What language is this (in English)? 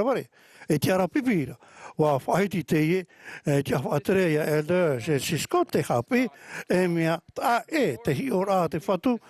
Tahitian